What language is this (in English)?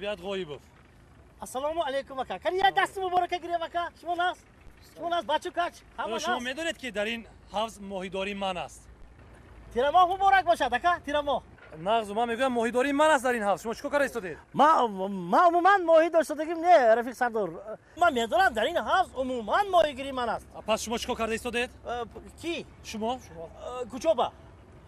Tajik